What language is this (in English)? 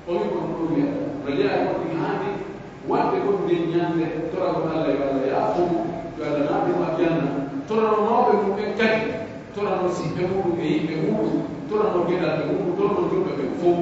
Pular